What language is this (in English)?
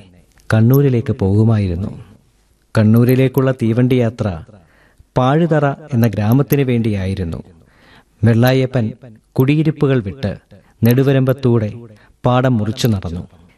Malayalam